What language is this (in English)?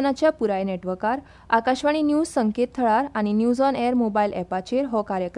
Konkani